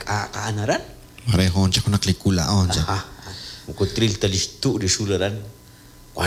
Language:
Kekchí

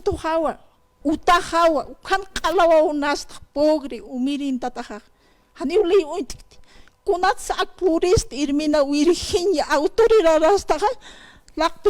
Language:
Aymara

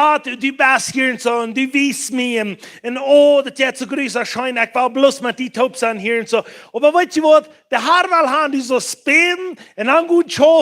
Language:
Plautdietsch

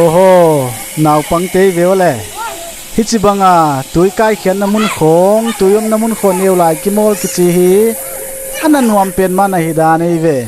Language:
Paite Chin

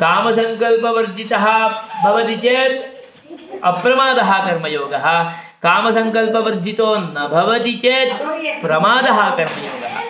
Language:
Sanskrit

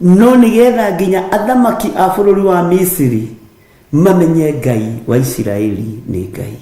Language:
Kikuyu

